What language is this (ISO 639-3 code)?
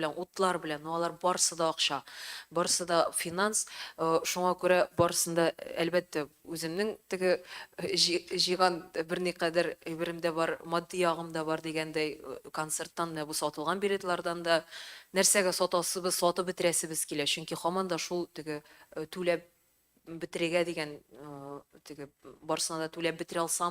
tat